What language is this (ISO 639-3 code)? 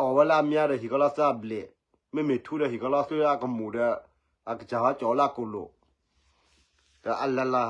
ksw